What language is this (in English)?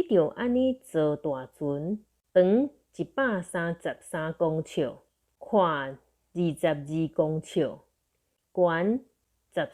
Min Nan Chinese